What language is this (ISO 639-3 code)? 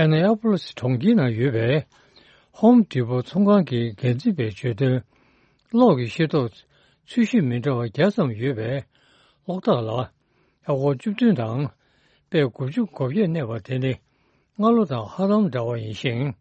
bod